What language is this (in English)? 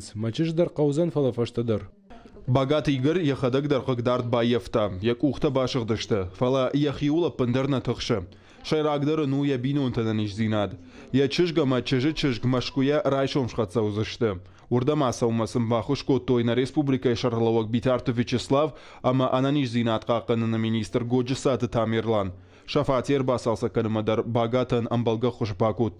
Ossetic